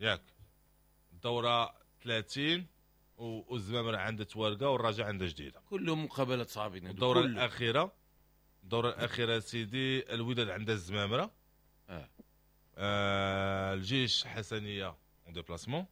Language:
Moroccan Arabic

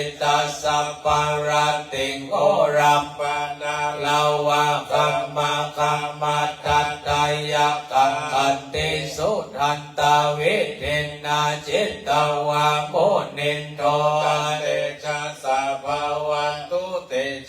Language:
Pali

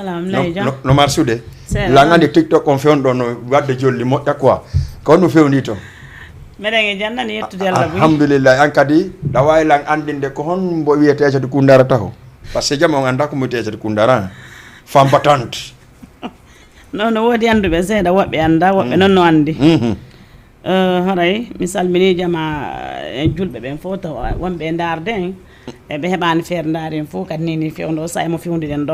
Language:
Fula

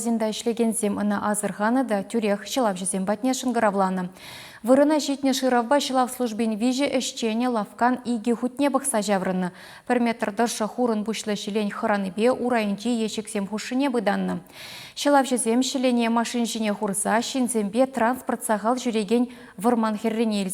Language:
Chuvash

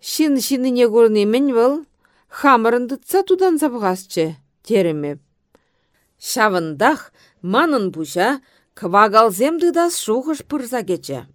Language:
Chuvash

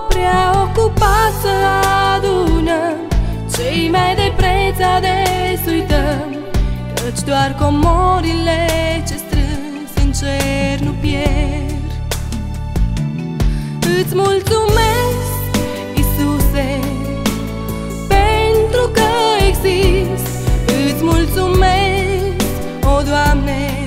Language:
Romanian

